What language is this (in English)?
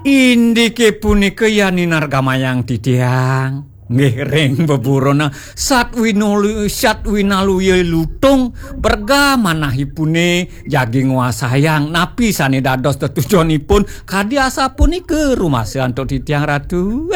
Balinese